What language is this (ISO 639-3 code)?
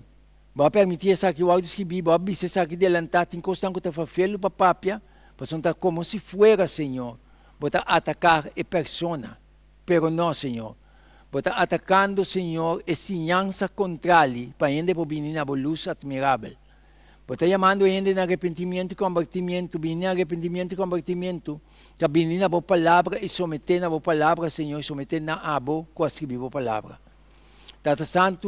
pap